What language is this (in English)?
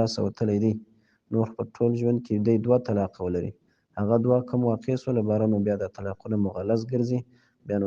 Pashto